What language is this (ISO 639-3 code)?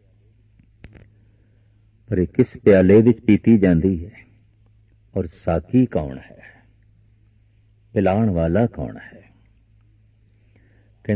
pan